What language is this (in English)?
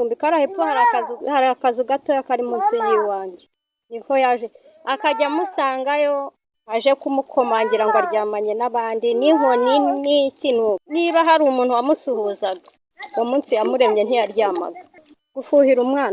Kinyarwanda